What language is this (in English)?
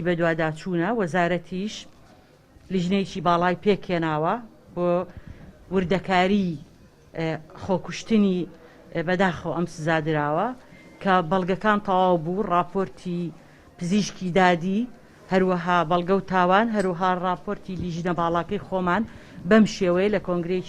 Central Kurdish